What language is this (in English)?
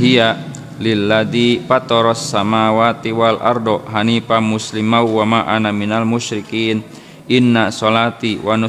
Sundanese